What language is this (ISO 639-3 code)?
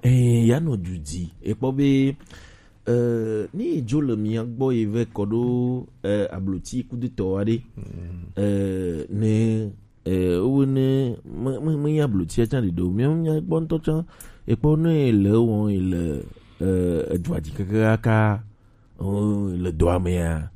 gej